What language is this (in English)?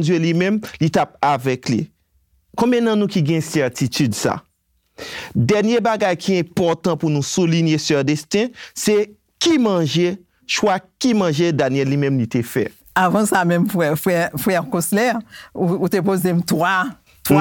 Haitian Creole